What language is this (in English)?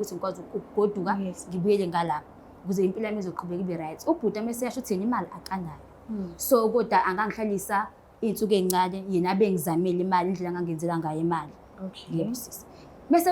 Zulu